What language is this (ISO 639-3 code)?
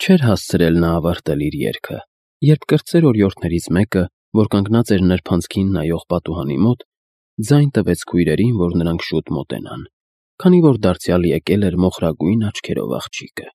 hye